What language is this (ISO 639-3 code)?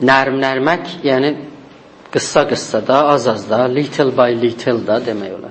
azb